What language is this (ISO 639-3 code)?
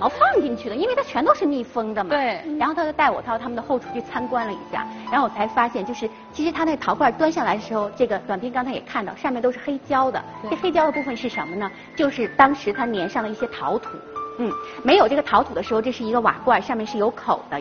zho